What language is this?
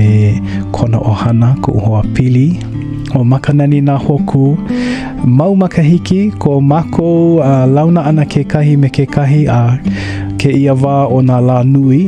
Hawaiian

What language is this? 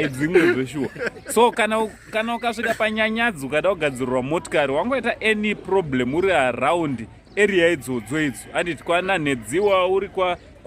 Shona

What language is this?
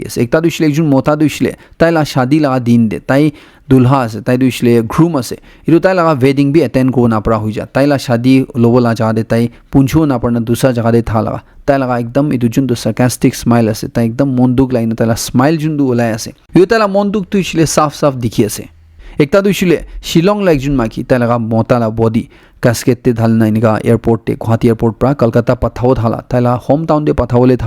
Naga Pidgin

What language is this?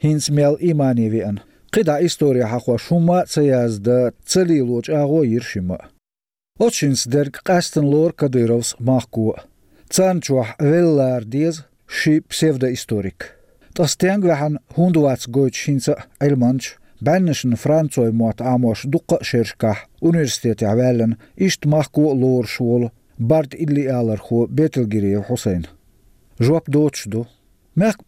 Chechen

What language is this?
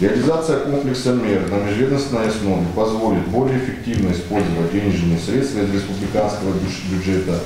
Ossetic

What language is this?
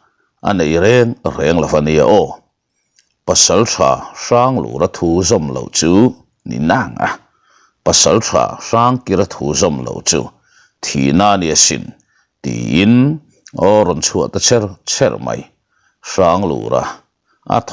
Mizo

